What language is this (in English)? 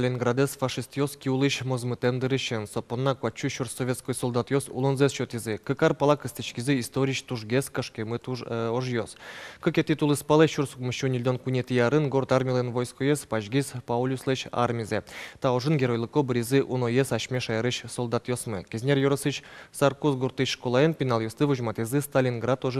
Udmurt